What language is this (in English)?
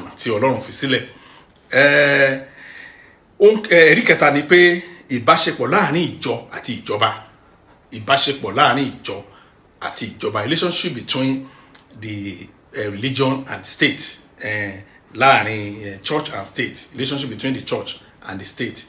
Yoruba